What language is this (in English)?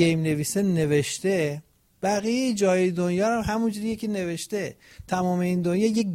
Persian